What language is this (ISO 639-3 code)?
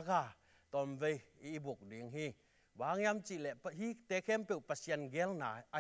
ctd